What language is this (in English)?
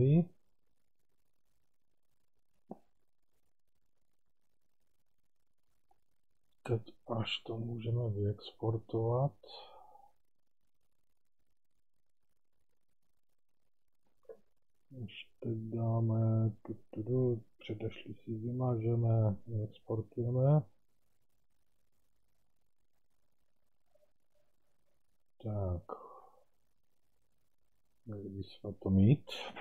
Czech